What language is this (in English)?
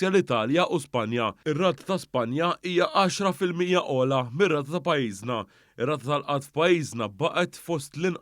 Maltese